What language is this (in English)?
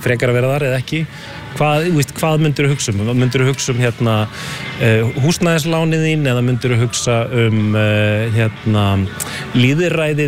Icelandic